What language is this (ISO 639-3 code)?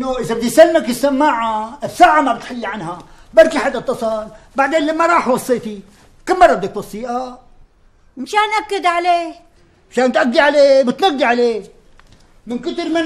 apc